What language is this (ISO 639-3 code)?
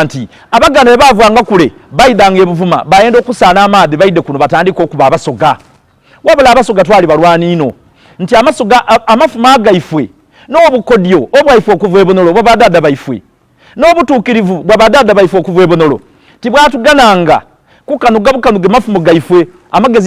xog